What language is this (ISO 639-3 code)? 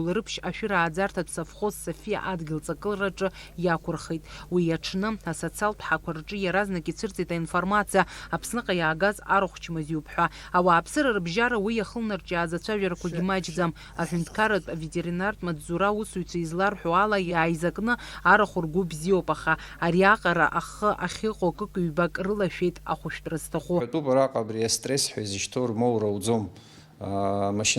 abk